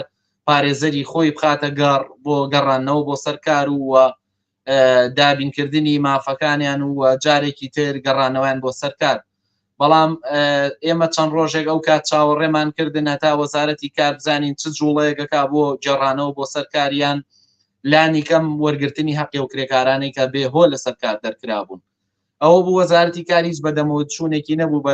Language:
Central Kurdish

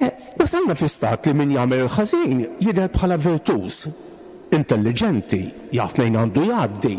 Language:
Maltese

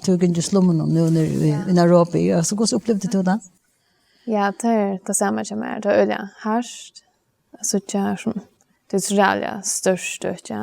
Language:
Faroese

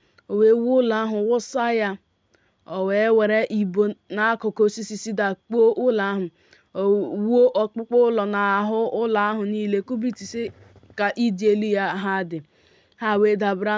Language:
Igbo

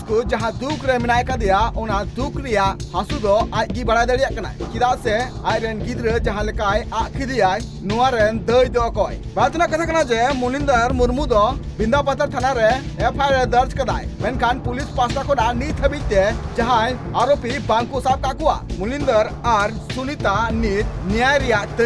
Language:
Santali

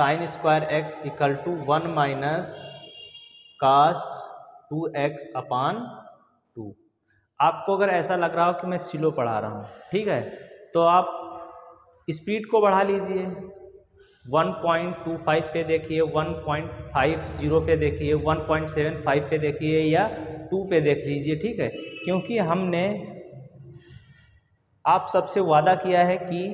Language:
Hindi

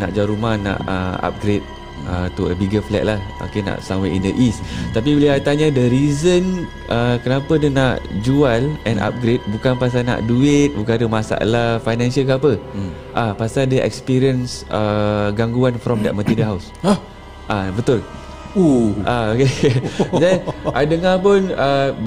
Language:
Malay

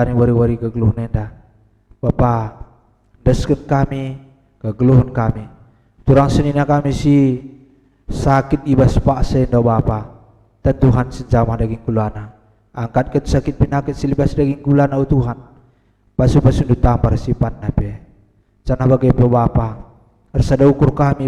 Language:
Batak Karo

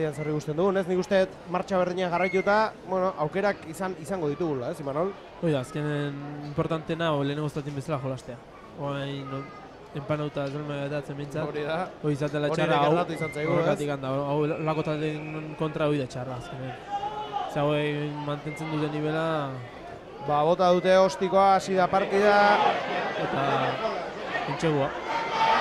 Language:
Basque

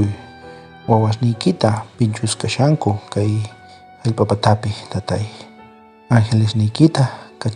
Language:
South Bolivian Quechua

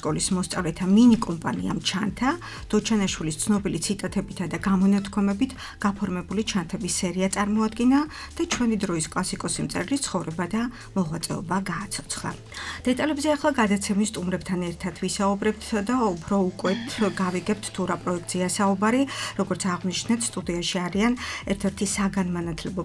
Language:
Georgian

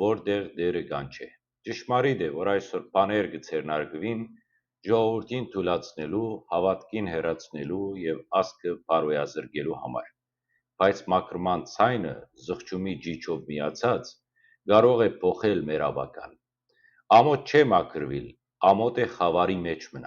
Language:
Western Armenian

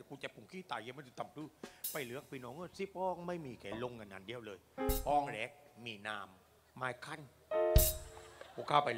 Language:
Thai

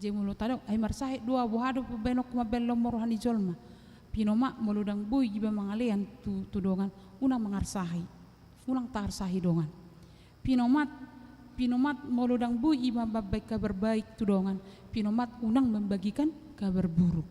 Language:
Batak Toba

